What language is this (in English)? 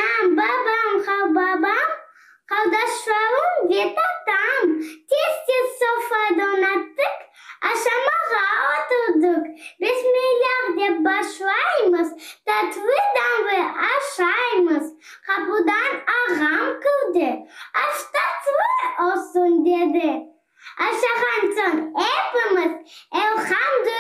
Crimean Tatar